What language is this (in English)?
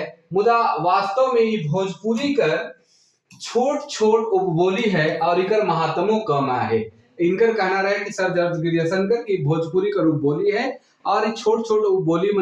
Sadri